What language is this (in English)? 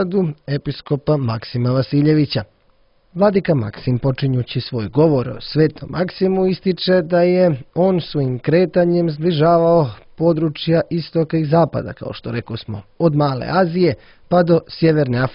Serbian